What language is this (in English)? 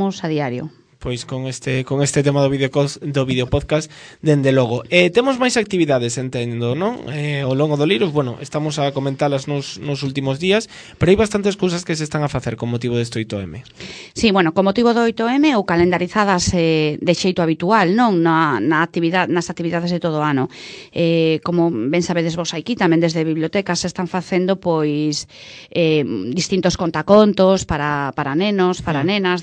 Galician